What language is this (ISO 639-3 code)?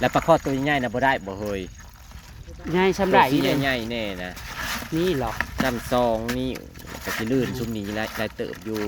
tts